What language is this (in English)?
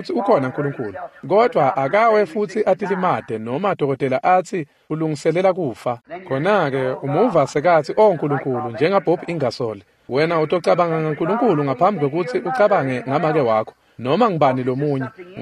Swati